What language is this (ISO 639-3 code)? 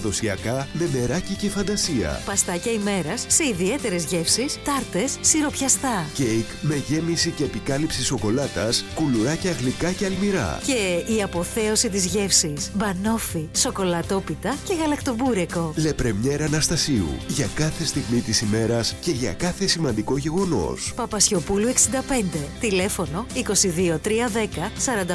ell